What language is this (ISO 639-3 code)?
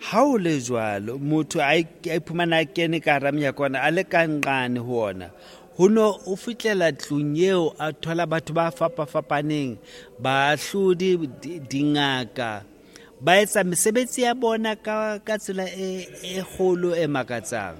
sot